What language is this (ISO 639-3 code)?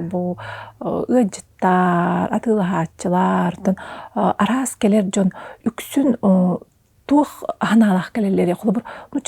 sah